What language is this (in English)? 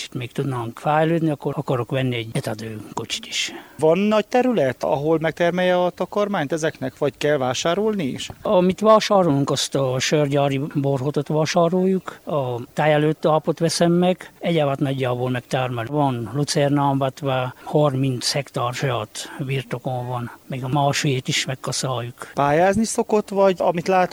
Hungarian